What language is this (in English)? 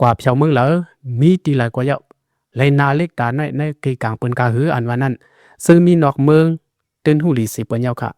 Lao